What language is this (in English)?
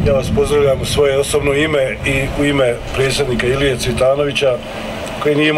Croatian